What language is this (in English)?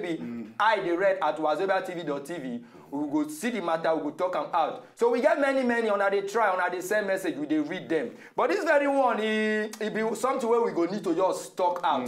Nigerian Pidgin